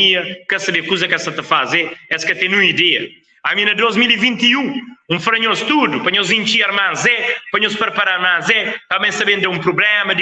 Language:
Kabuverdianu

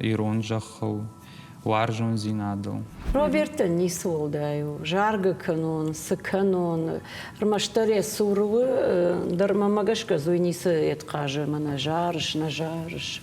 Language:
Ossetic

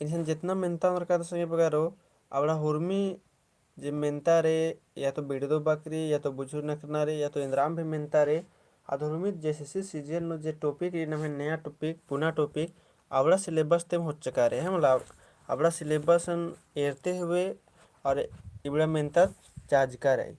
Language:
Kurukh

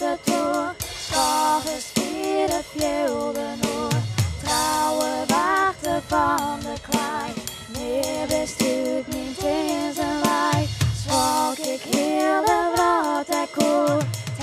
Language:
Western Frisian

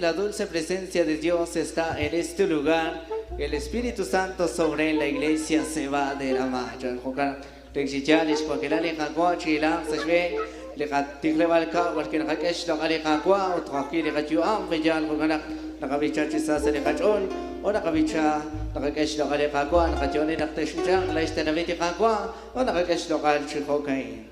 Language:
Kekchí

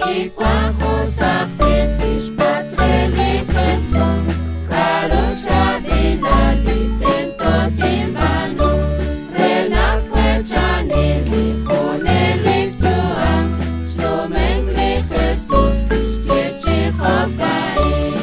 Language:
Kekchí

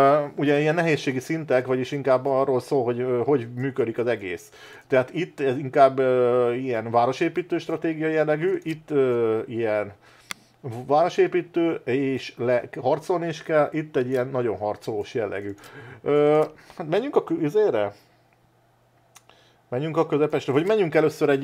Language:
Hungarian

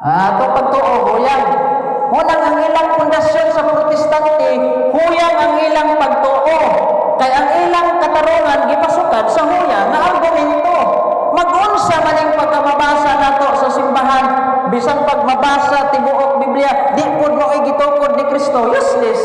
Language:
Cebuano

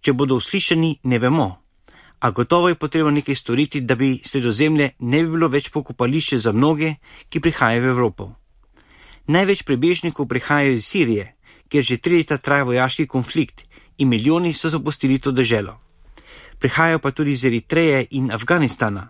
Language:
Slovenian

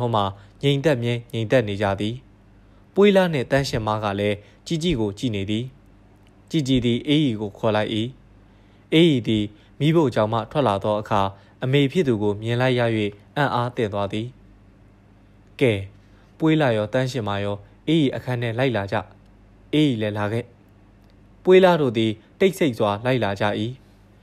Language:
Burmese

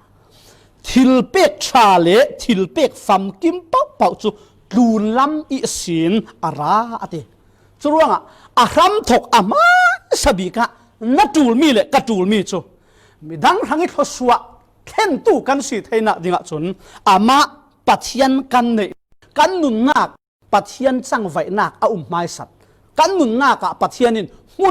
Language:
Falam Chin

